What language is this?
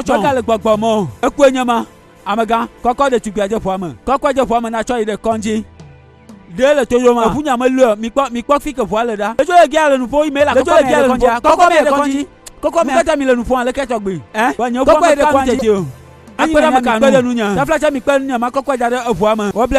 Gen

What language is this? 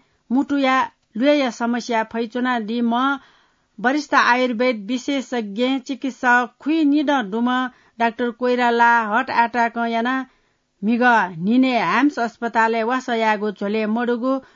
Newari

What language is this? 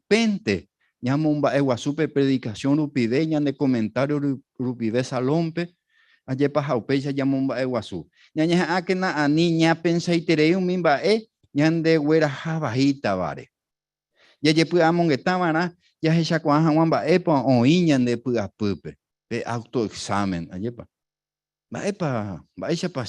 Guarani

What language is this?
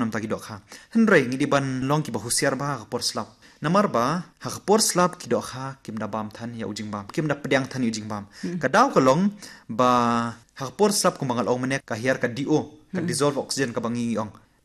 Khasi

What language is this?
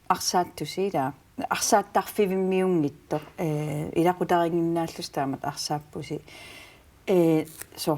Kalaallisut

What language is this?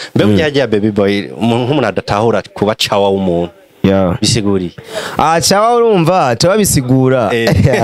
Rundi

